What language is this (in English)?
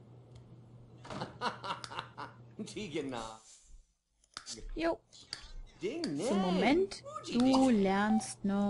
German